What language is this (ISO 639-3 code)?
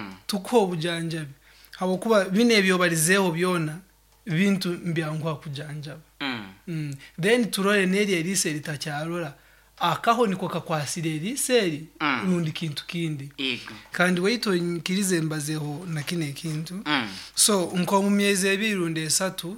nyo